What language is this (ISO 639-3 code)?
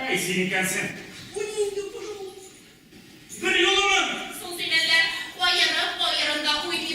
tat